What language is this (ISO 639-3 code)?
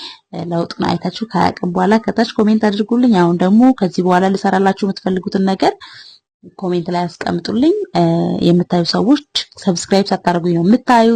amh